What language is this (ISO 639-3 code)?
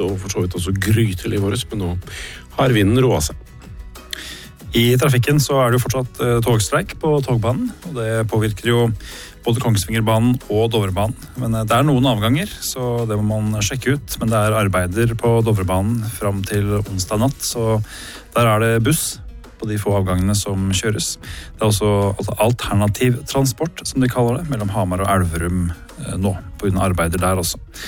nor